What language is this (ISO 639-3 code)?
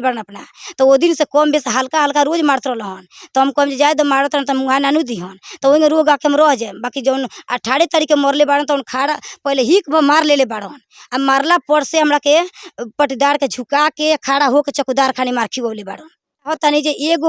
bho